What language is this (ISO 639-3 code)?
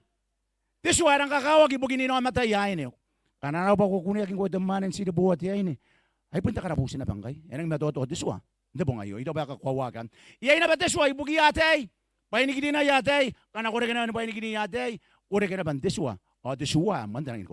gil